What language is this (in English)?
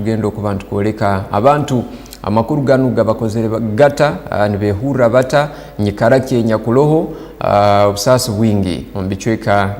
Tooro